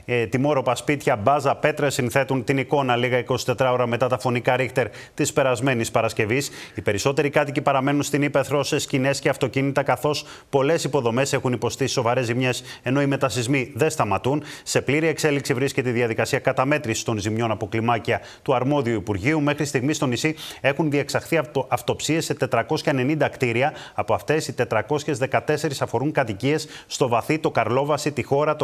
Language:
Greek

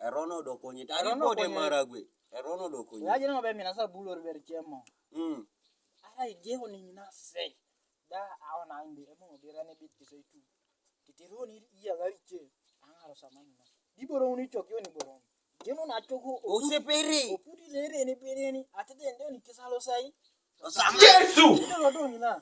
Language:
Teso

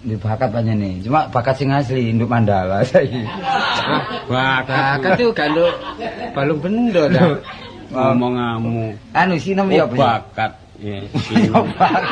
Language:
Javanese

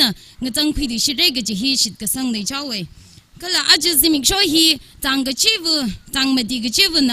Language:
Tangkhul Naga (India)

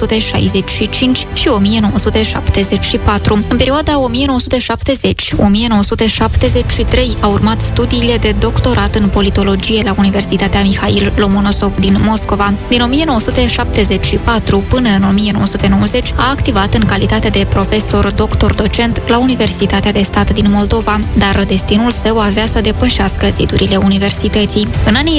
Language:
Romanian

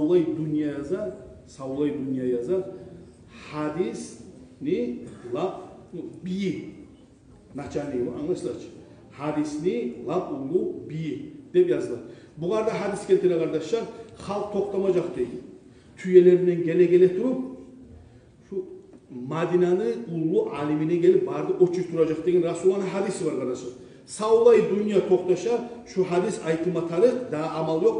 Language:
Kumyk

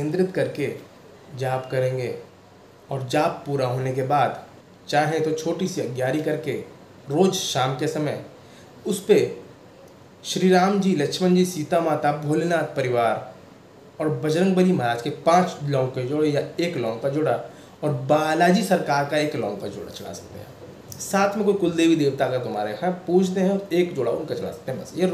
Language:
Hindi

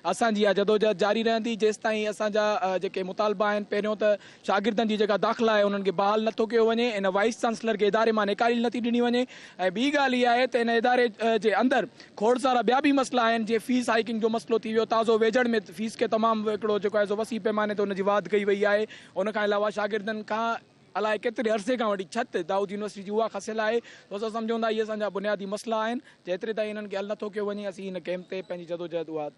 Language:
Sindhi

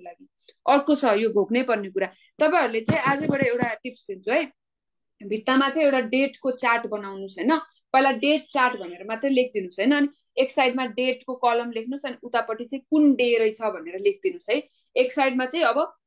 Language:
Nepali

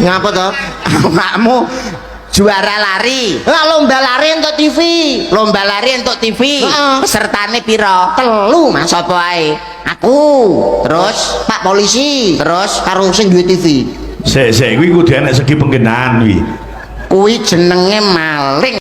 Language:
Javanese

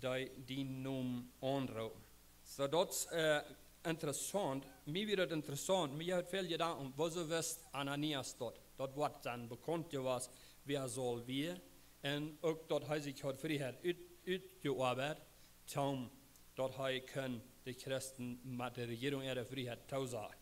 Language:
Plautdietsch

